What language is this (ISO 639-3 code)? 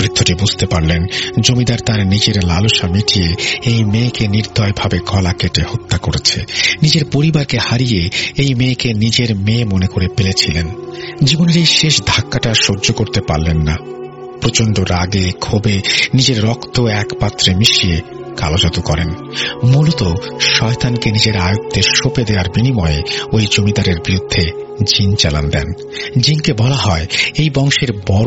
ben